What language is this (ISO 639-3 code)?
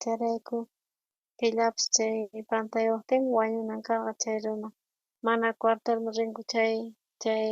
quh